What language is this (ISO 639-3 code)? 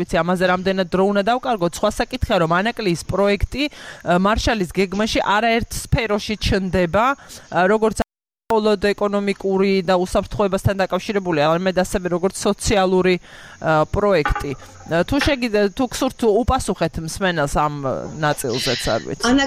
kat